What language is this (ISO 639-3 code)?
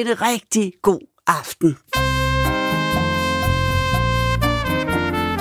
dan